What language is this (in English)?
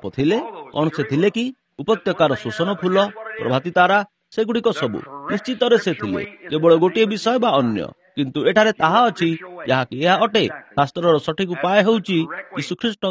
Odia